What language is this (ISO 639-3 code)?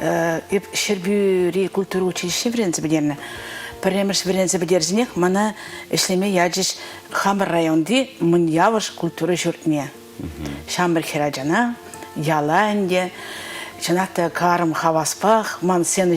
chv